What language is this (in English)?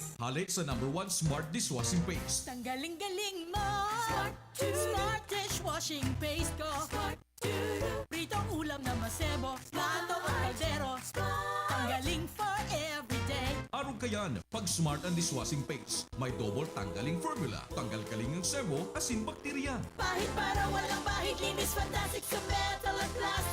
Bikol